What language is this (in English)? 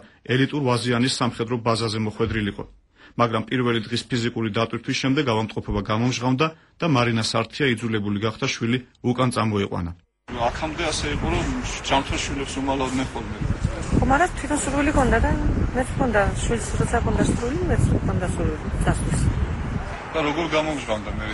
Georgian